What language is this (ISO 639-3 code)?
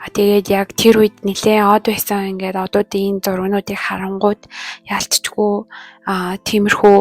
mon